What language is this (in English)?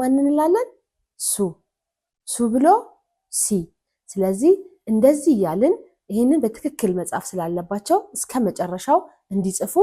Amharic